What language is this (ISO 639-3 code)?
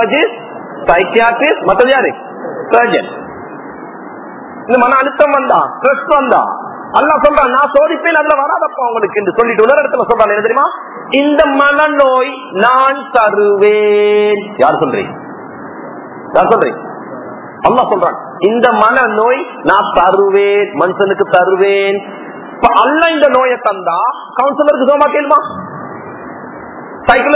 tam